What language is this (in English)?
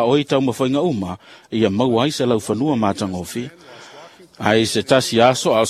Samoan